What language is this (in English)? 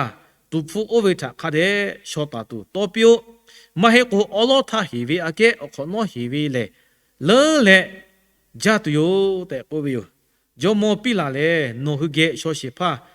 Lahu